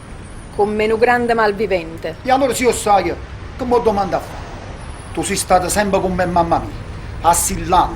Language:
Neapolitan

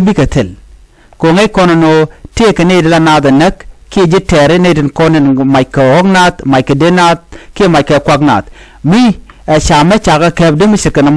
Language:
Nuer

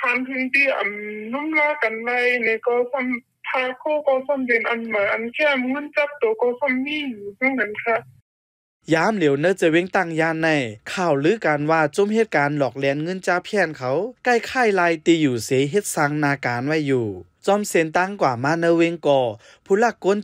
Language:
Shan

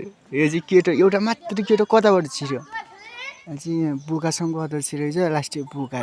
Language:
Nepali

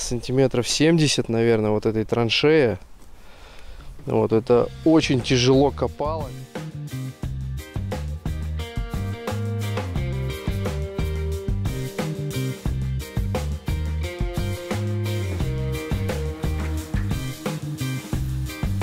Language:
Russian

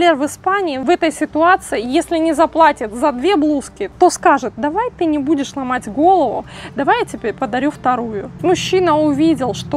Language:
Russian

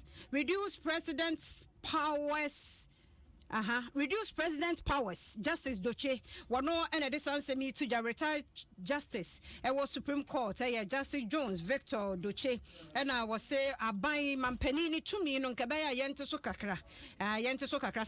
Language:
Akan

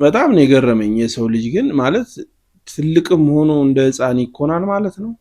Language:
Amharic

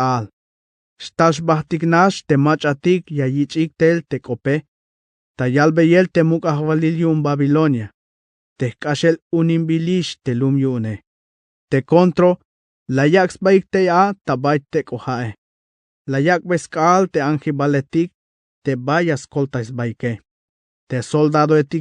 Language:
Tzeltal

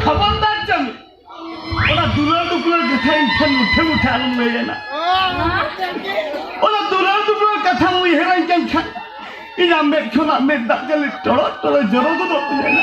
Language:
Santali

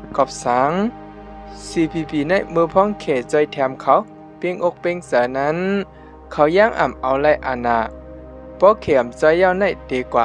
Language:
Shan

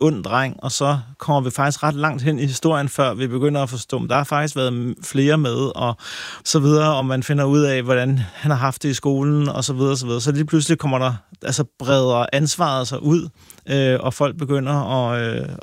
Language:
Danish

